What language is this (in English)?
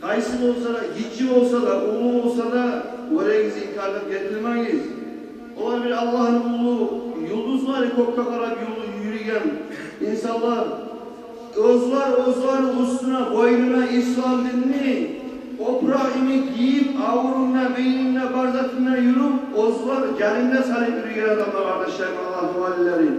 Kumyk